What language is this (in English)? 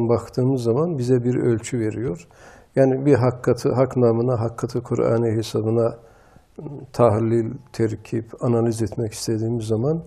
Turkish